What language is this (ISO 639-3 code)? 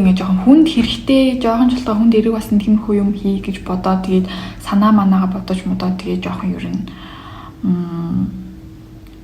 mon